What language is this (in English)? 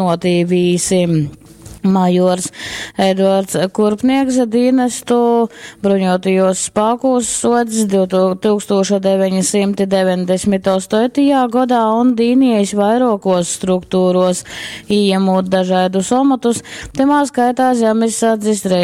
Latgalian